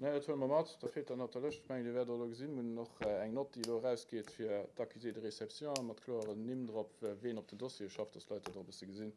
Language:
Luxembourgish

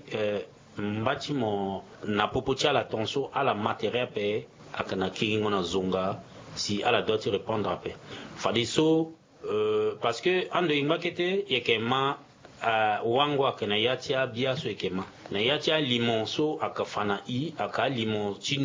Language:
Sango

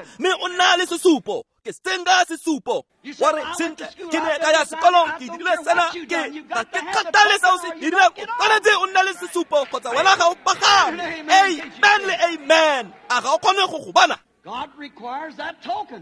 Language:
Tswana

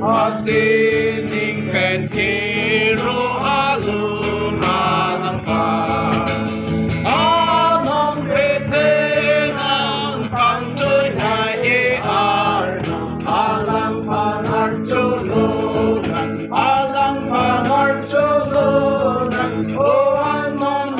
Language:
Karbi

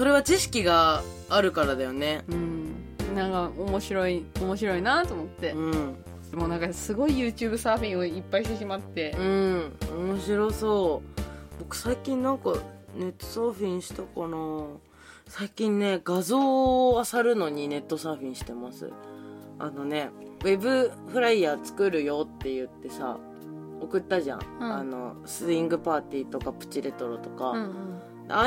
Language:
Japanese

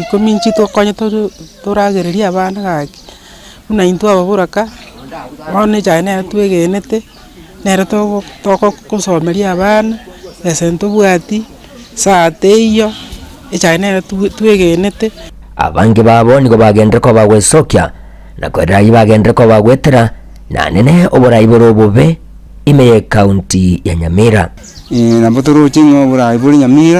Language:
Gusii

